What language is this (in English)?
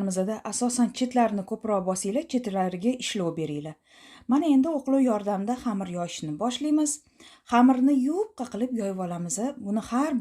Uzbek